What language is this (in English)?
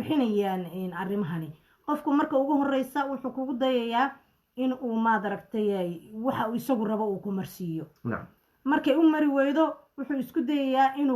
Somali